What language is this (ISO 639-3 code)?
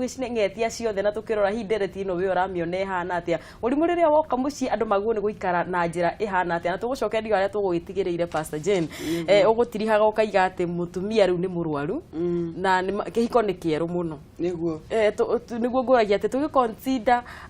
kik